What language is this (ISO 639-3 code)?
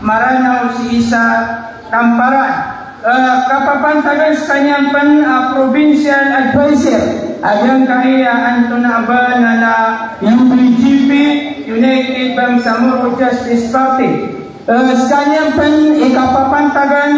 mrw